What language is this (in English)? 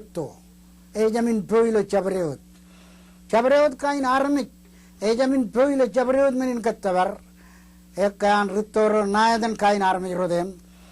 Marshallese